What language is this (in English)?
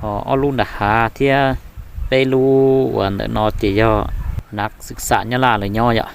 Hmong